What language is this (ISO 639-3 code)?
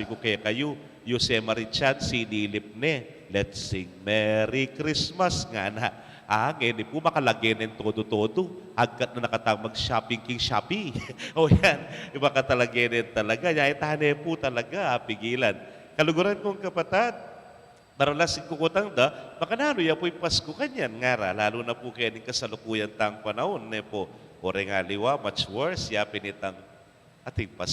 pam